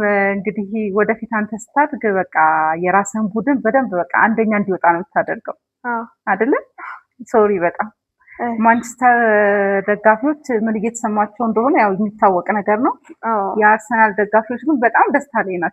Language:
Amharic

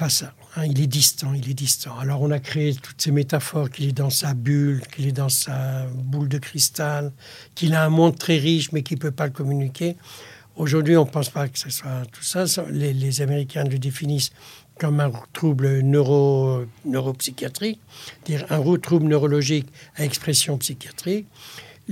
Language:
French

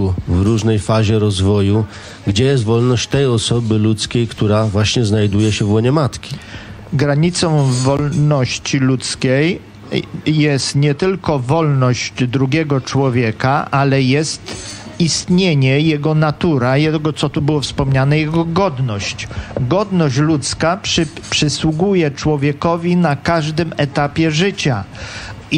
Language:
Polish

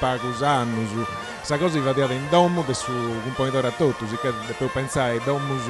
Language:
Sardinian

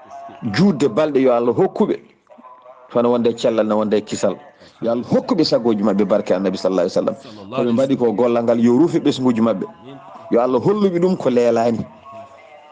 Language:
Fula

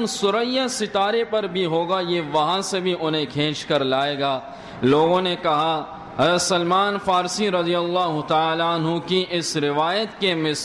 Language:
Urdu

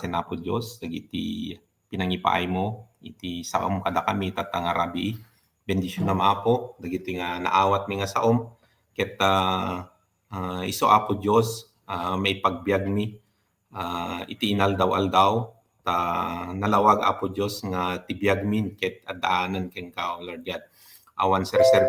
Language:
Iloko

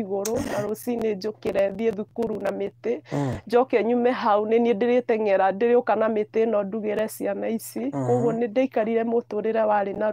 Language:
Kikuyu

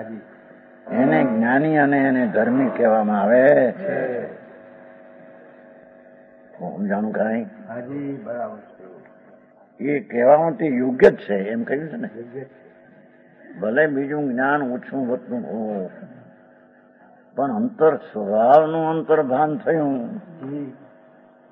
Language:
Gujarati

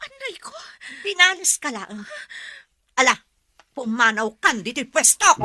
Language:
Iloko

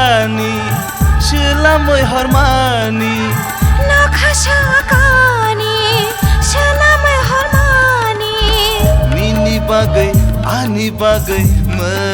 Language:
Kok Borok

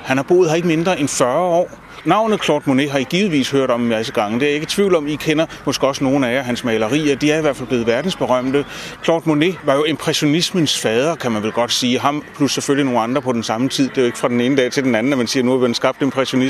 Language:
Danish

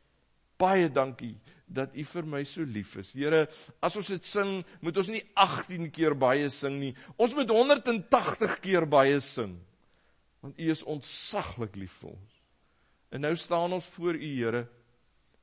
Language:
Afrikaans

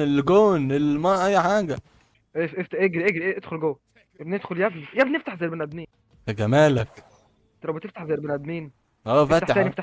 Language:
Egyptian Arabic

